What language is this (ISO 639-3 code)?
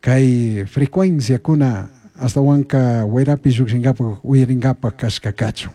qug